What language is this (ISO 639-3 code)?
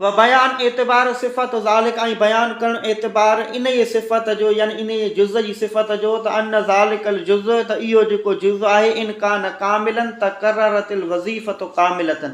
snd